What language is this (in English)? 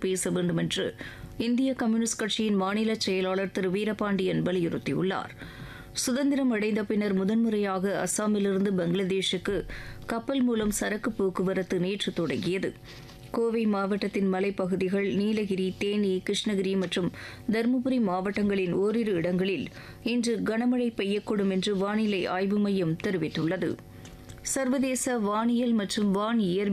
Tamil